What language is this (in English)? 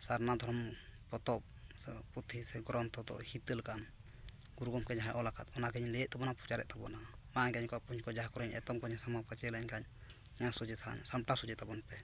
Santali